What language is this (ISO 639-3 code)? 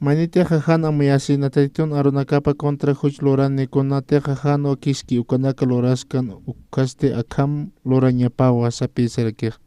aym